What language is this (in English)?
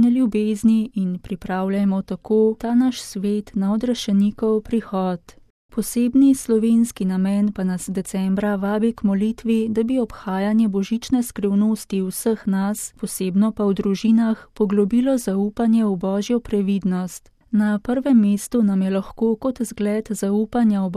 Slovenian